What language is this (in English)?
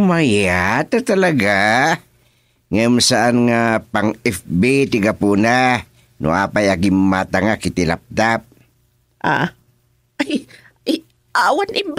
Iloko